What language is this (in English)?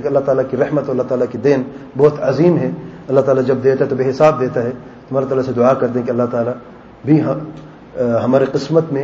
Urdu